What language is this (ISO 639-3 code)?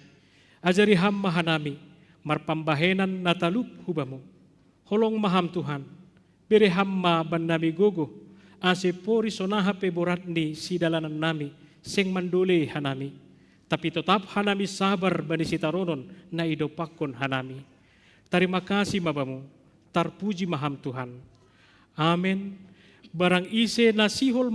bts